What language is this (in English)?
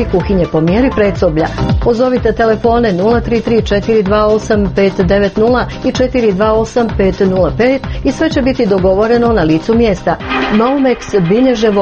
Croatian